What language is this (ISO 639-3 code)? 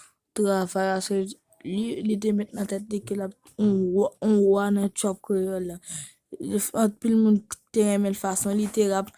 hat